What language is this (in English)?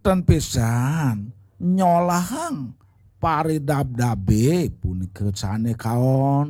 Balinese